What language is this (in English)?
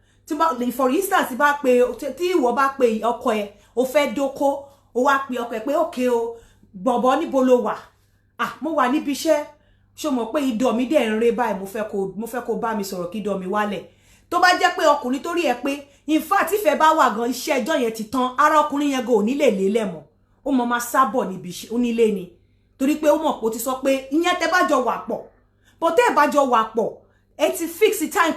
Yoruba